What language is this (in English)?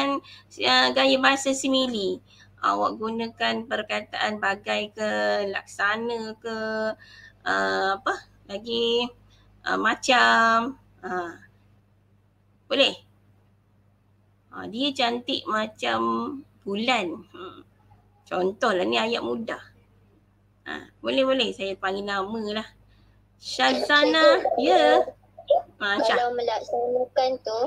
Malay